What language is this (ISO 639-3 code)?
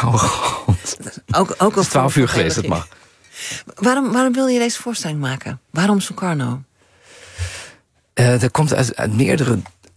nld